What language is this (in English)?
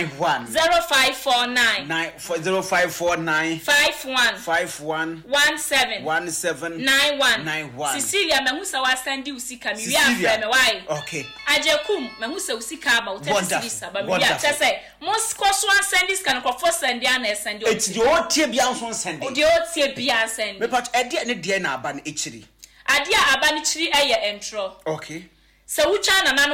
Akan